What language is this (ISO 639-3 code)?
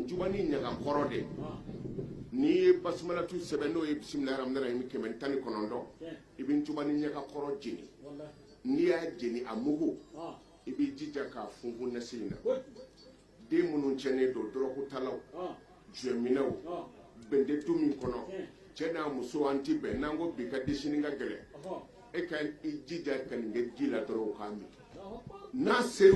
bam